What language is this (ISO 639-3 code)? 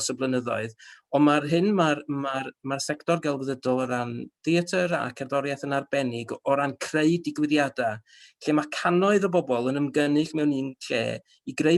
cym